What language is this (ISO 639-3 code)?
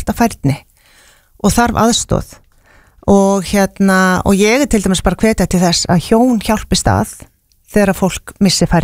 isl